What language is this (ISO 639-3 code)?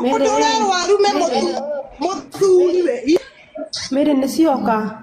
kik